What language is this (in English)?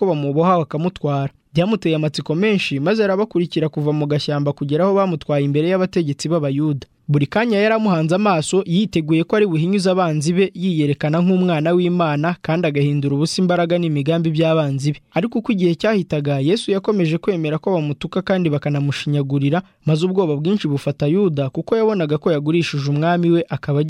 Kinyarwanda